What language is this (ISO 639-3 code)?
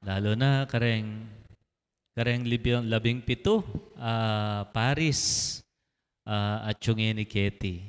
pam